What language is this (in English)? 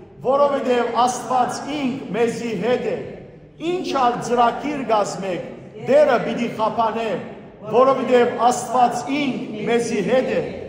Western Armenian